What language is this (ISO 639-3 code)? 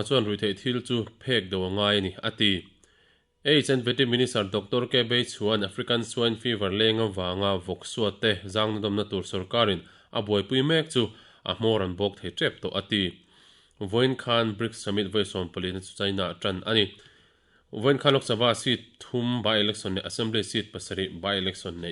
lus